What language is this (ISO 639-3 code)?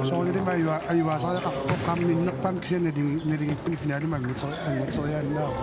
kal